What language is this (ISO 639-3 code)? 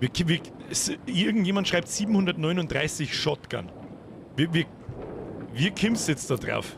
bar